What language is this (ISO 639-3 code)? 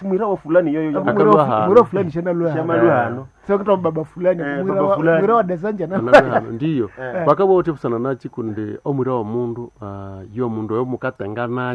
nnb